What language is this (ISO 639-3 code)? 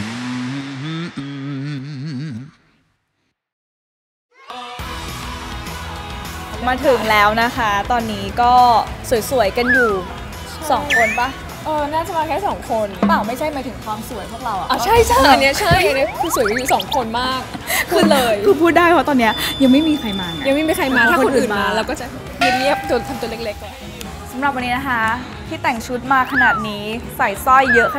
tha